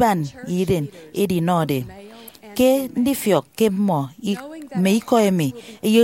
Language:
Efik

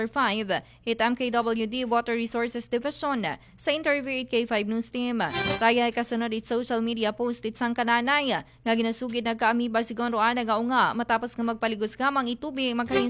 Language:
Aklanon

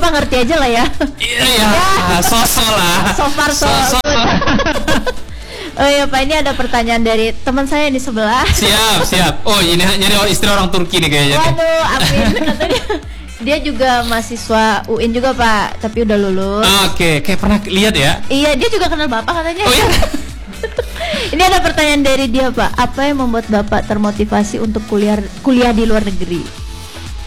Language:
Indonesian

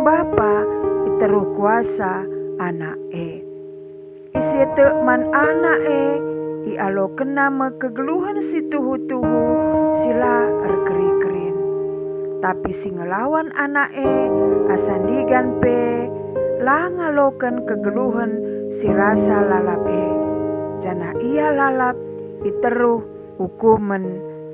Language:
Batak Karo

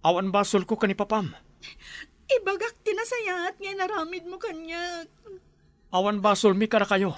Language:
Iloko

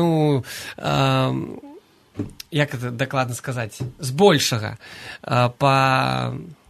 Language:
Belarusian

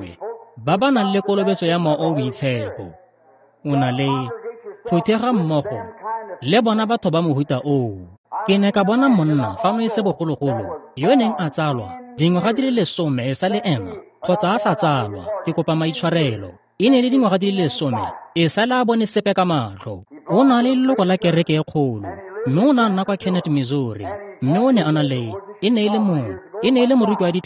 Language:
Tswana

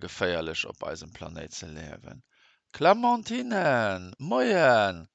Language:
Luxembourgish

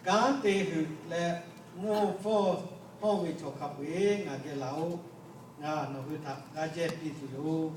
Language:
Lahu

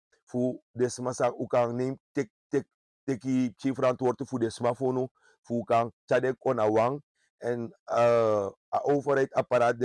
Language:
Sranan Tongo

